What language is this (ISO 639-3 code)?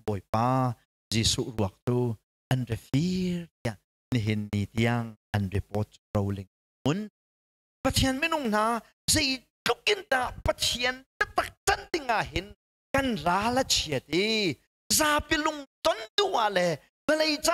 cnh